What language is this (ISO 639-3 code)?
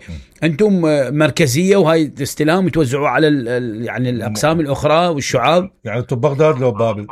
acm